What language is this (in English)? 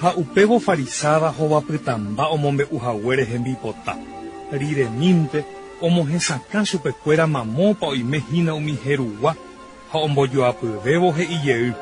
Guarani